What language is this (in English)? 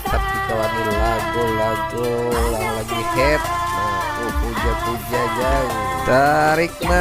Banjar